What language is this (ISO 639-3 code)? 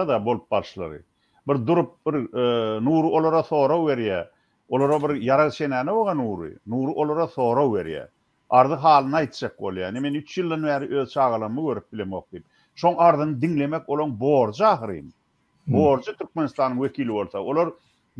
tuk